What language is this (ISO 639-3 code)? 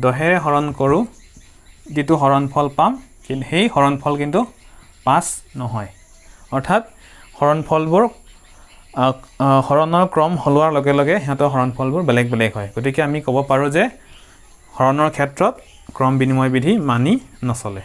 asm